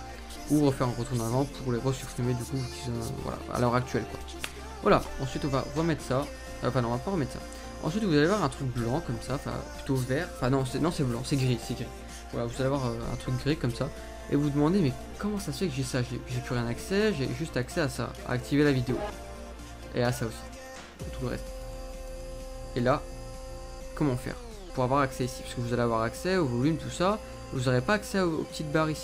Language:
French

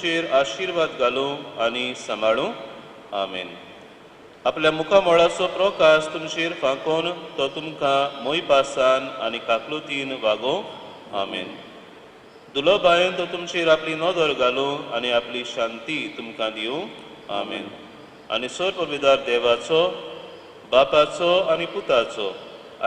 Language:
Konkani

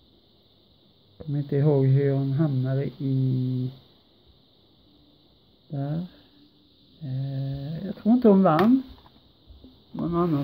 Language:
Swedish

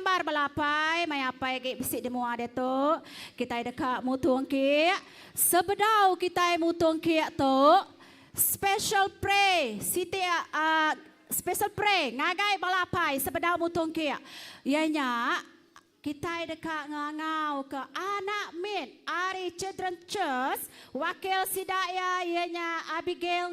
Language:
Iban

